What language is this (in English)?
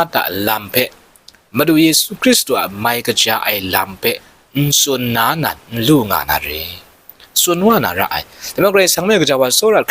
Kachin